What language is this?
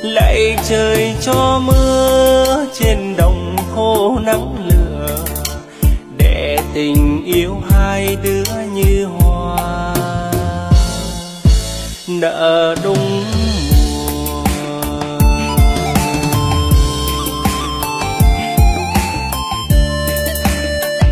Vietnamese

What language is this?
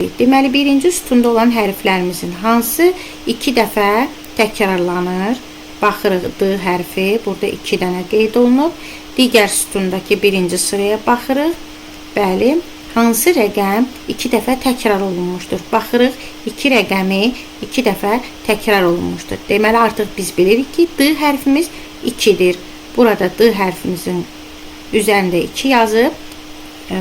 Azerbaijani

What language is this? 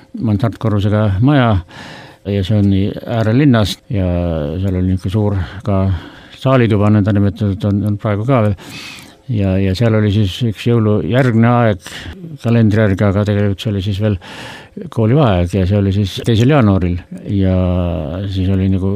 Estonian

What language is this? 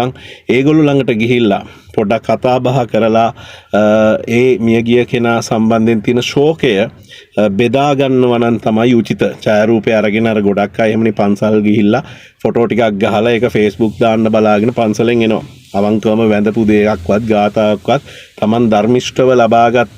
Sinhala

